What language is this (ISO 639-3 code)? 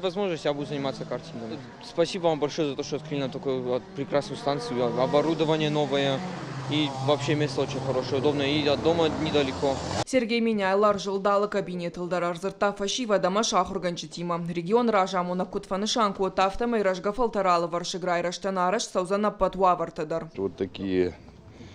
oss